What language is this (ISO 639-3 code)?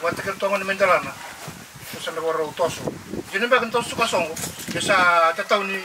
fij